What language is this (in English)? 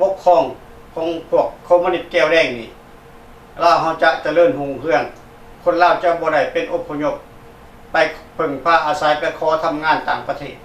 Lao